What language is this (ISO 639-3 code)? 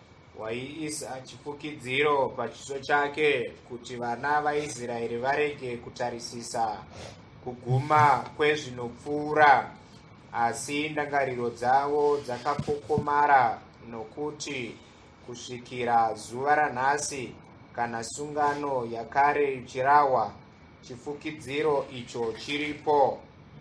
sna